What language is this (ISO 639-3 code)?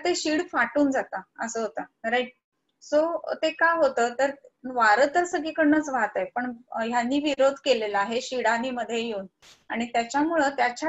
mar